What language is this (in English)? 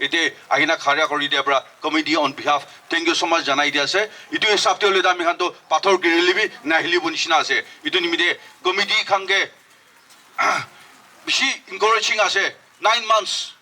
Naga Pidgin